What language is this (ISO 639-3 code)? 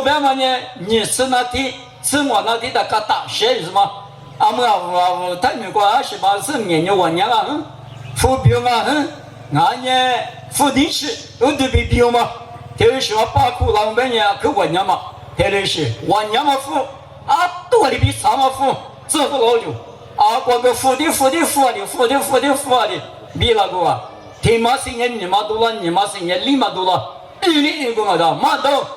lis